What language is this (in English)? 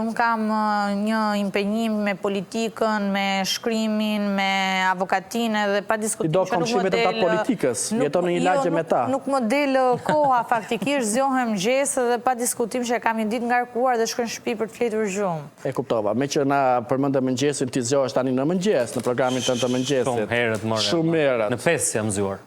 Albanian